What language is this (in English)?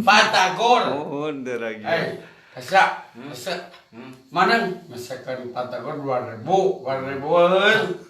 Sundanese